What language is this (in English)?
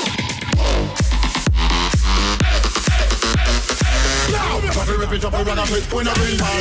English